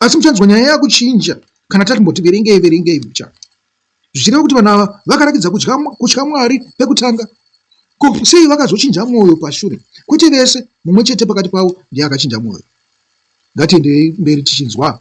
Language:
Shona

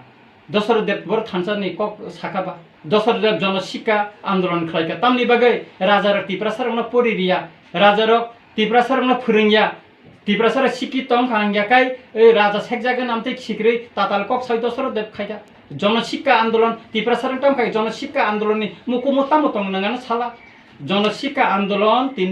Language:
Kok Borok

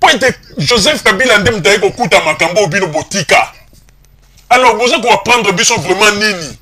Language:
Lingala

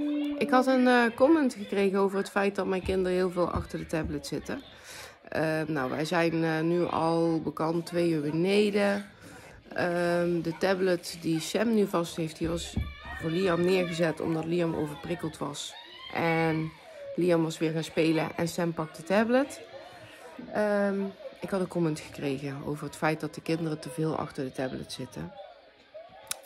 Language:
Dutch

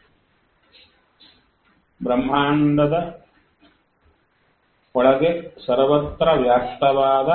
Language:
Kannada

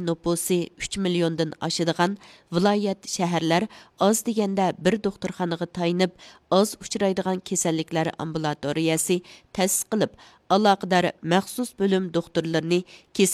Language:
Uyghur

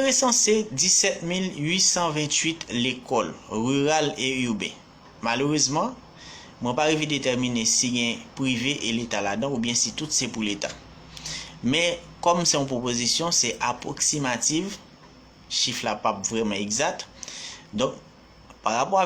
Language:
Haitian Creole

